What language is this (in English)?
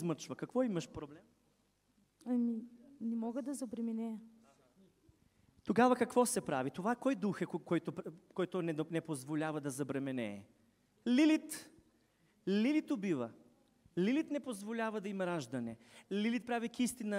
Bulgarian